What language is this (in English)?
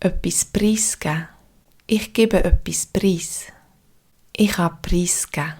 Swiss German